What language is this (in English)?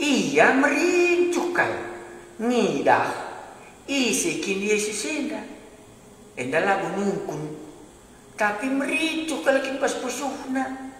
Batak Karo